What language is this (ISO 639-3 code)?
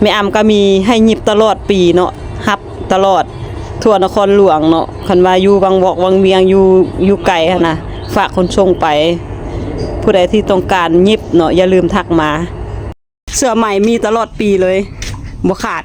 lao